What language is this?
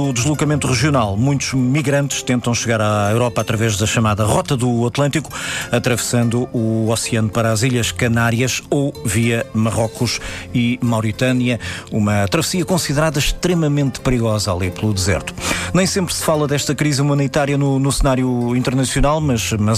Portuguese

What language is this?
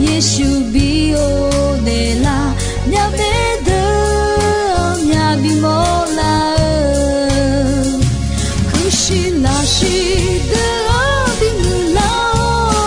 Akha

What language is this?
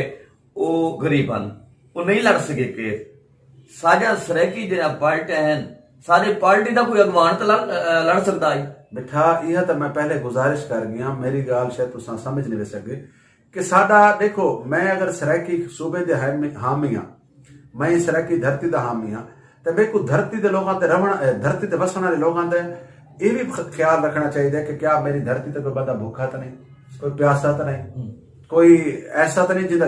Saraiki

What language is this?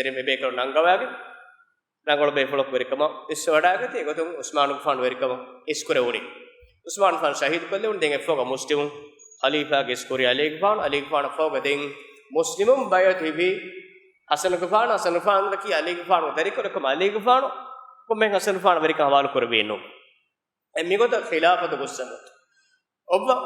Divehi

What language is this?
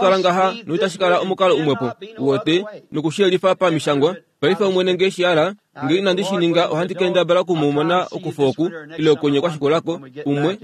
Kuanyama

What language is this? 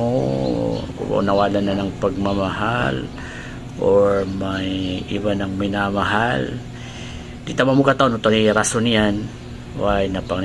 Maranao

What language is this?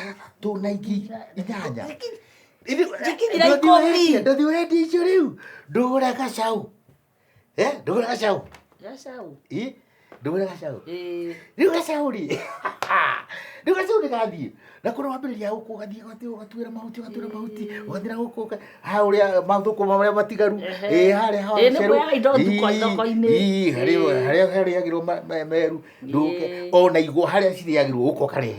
Kikuyu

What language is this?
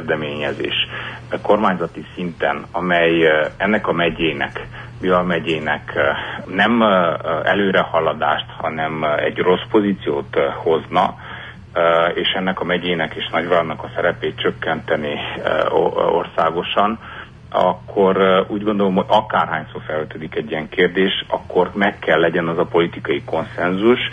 Hungarian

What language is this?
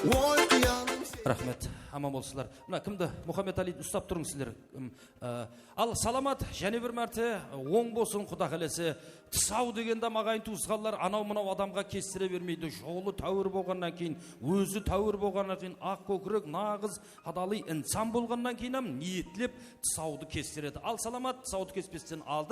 Kara-Kalpak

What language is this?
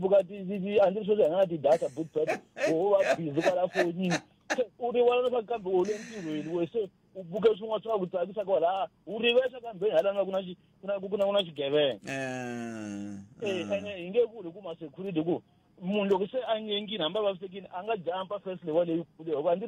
Tsonga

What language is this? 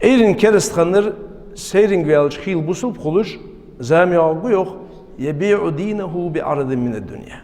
Ingush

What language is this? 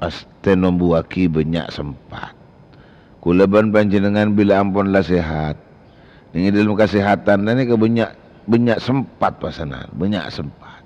Madurese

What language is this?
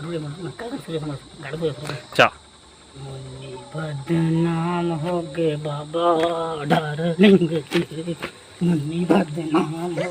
Chhattisgarhi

